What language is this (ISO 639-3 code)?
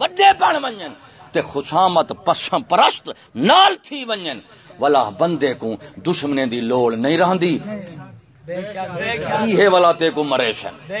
skr